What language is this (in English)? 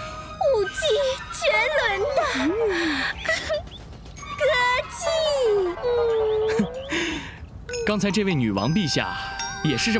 Chinese